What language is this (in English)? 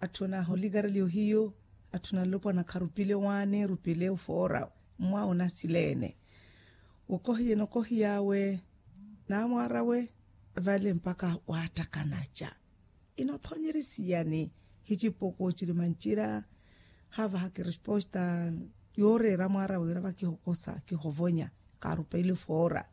Makhuwa